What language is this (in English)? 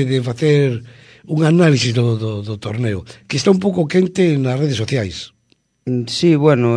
Galician